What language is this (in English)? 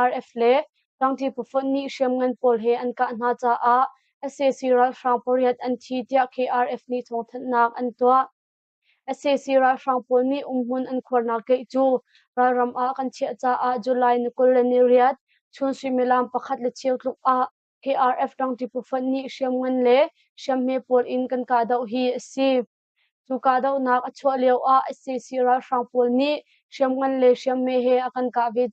Hakha Chin